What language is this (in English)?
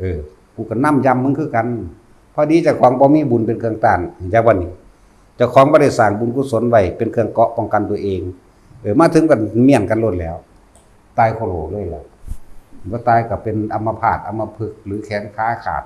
Lao